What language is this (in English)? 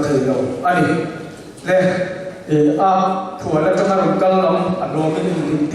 Mizo